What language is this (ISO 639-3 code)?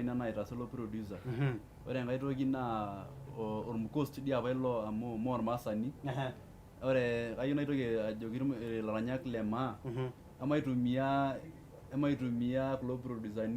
mas